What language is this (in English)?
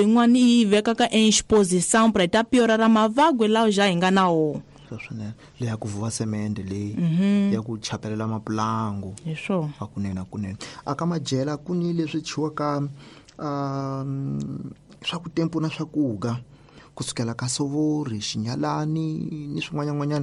Tsonga